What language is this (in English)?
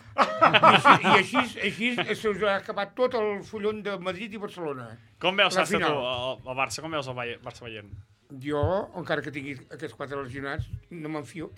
Catalan